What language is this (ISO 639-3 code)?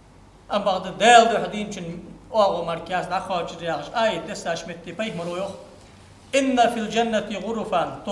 inh